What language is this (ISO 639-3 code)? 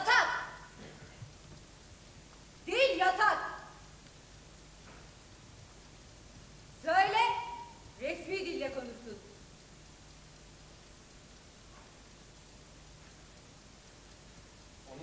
tur